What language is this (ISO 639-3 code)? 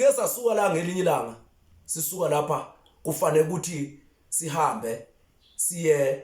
zul